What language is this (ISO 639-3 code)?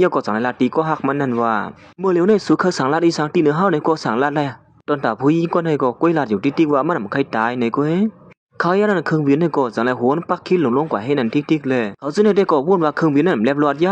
shn